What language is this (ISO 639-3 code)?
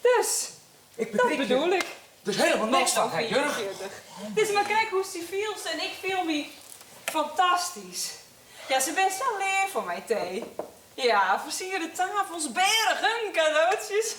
fry